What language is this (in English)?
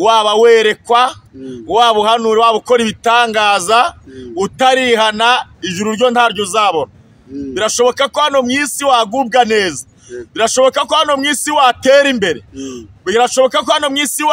Kinyarwanda